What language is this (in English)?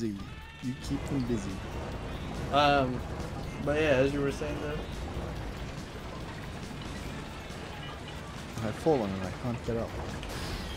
English